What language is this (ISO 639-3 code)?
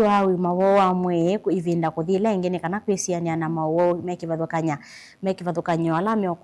kam